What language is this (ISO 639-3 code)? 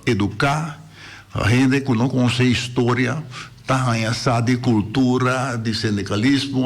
pap